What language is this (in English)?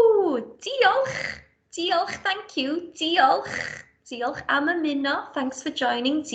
Welsh